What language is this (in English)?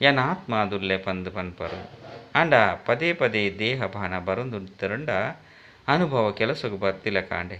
Tulu